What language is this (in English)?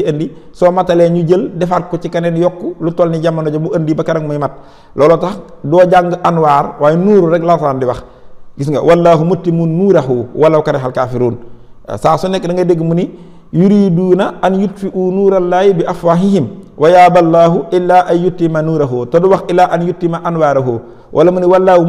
Wolof